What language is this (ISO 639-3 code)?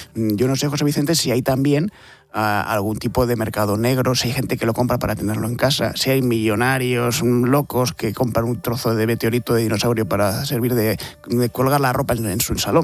spa